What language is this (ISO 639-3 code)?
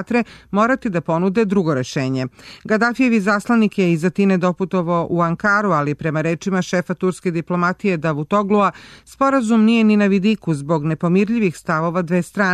srp